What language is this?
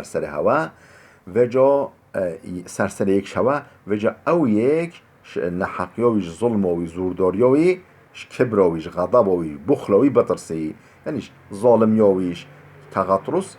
Kurdish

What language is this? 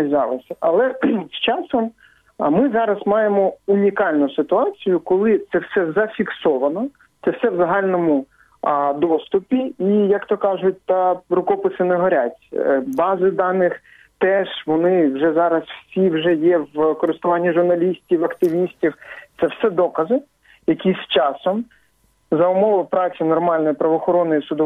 Ukrainian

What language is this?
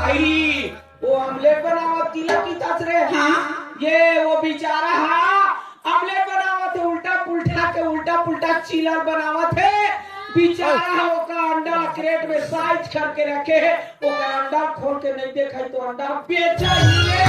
Chhattisgarhi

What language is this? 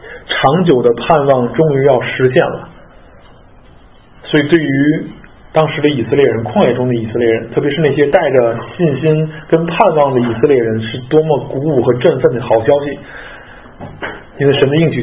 Chinese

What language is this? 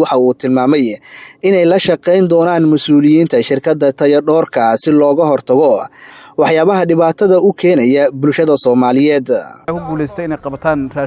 Somali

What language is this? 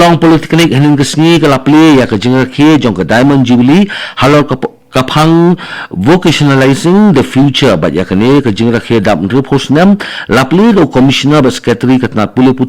Khasi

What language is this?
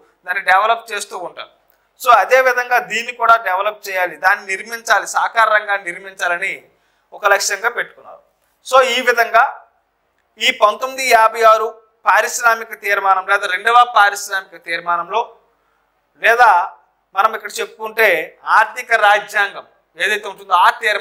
Telugu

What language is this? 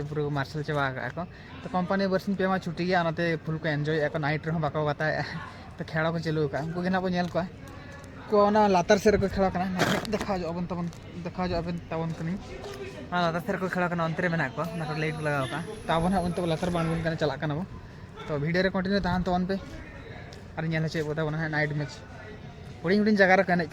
Santali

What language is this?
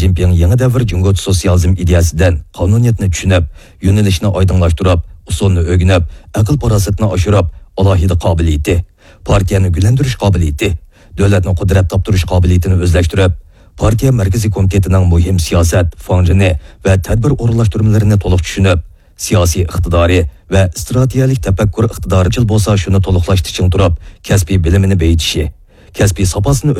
Uyghur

